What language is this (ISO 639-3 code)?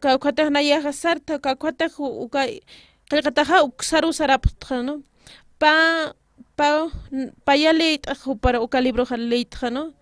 aym